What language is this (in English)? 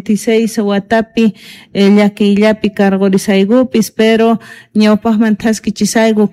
South Bolivian Quechua